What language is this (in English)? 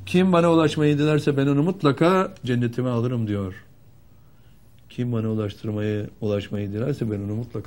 Turkish